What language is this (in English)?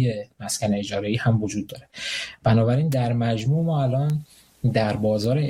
Persian